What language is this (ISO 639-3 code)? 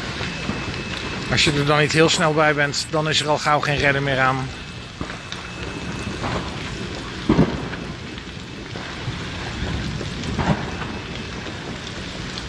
nld